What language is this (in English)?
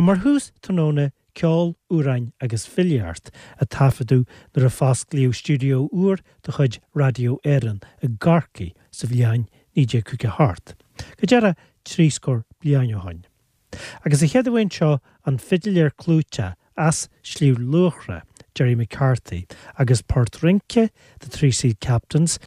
Irish